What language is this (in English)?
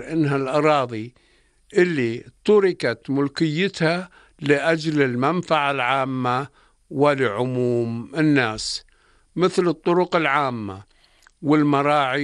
North Levantine Arabic